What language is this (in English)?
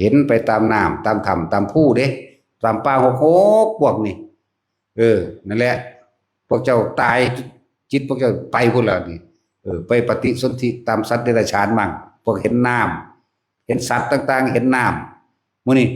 Northeastern Thai